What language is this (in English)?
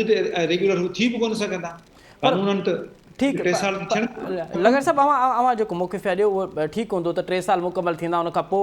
Sindhi